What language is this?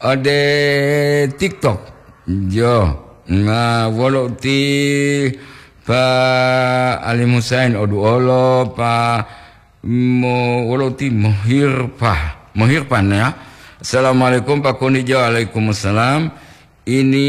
Gorontalo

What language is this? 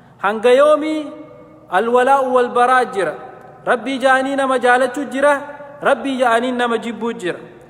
Oromo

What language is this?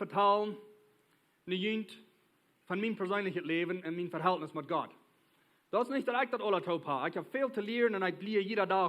Plautdietsch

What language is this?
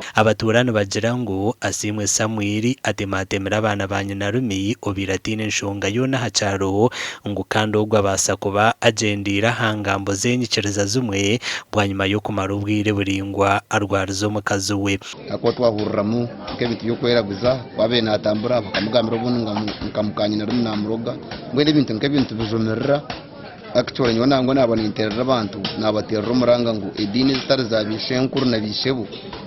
Nyankole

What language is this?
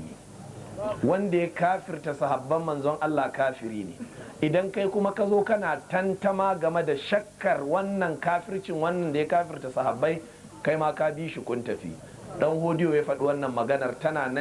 Hausa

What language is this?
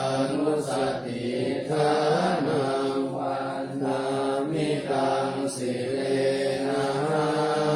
Pali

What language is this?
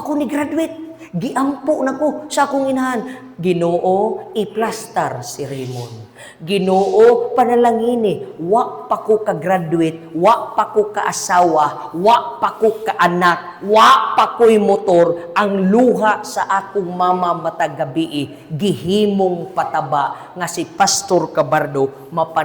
Cebuano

